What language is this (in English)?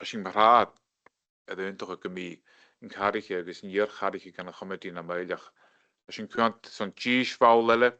Scottish Gaelic